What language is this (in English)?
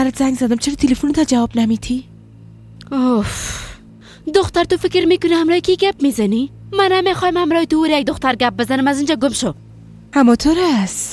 Persian